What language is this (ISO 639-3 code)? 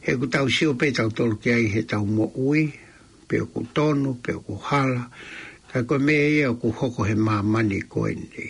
ton